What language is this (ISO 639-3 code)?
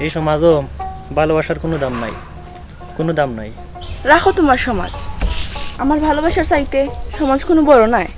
syl